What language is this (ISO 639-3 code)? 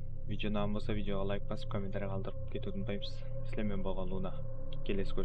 kaa